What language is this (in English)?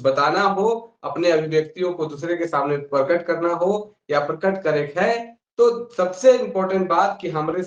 Sadri